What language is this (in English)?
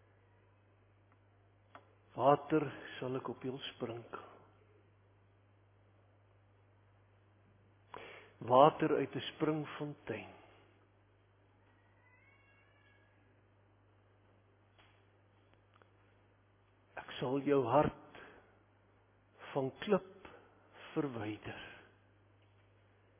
Afrikaans